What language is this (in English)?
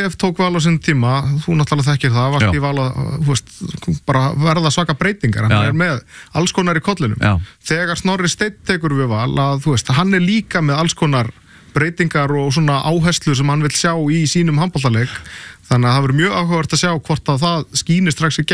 Icelandic